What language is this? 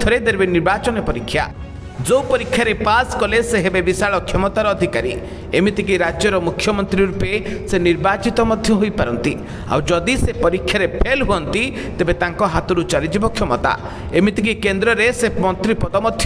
Odia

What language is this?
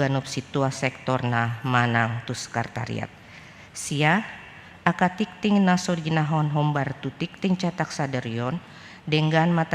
Batak Toba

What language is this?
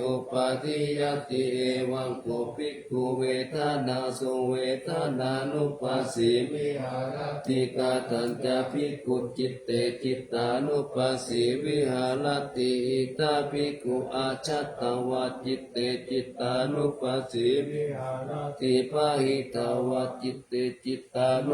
Pali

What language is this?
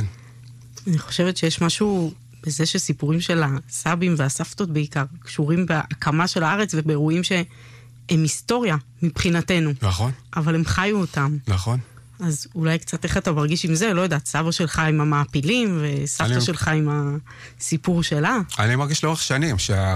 Hebrew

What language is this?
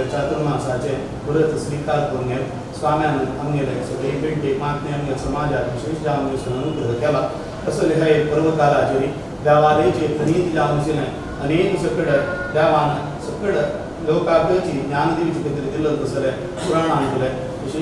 Konkani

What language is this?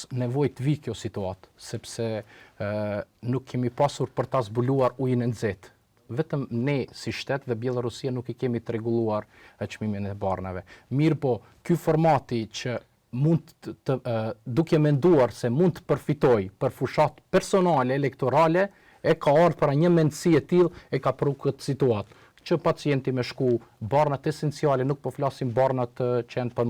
Albanian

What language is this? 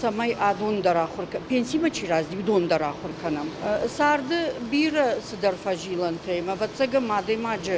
Ossetic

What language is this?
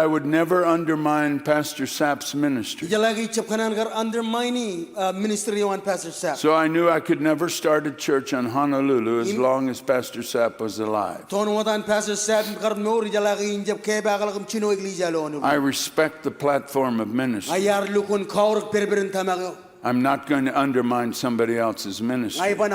Marshallese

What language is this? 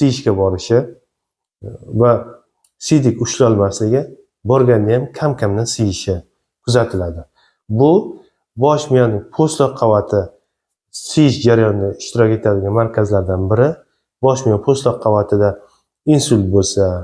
Uzbek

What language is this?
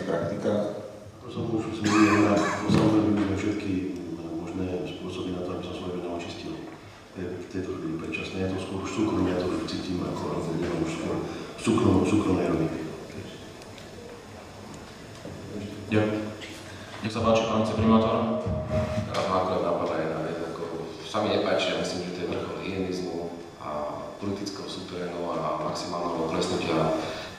Slovak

